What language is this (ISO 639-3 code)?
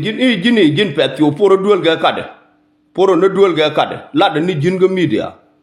nus